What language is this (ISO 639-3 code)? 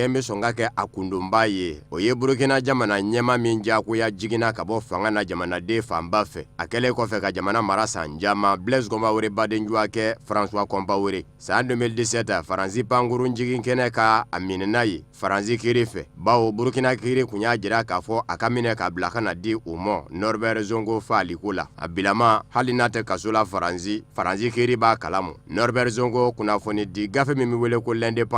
bam